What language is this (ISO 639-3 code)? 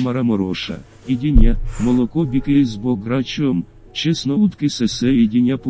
rue